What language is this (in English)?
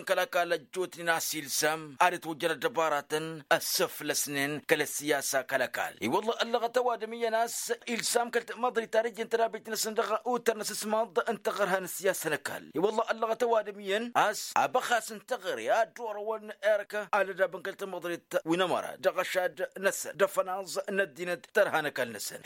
Tamasheq